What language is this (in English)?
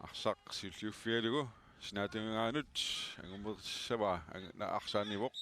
Kalaallisut